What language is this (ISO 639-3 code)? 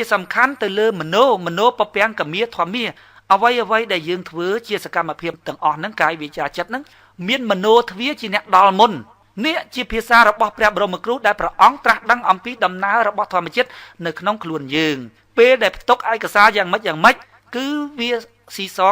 khm